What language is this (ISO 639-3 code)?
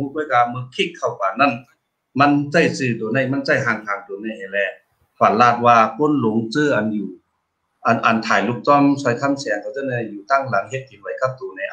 shn